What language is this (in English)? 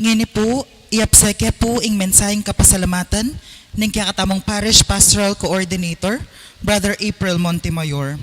Pampanga